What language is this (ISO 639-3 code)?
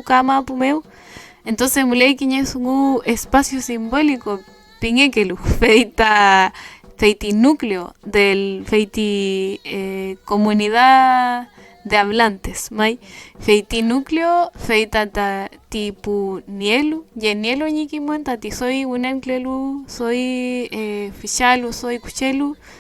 arn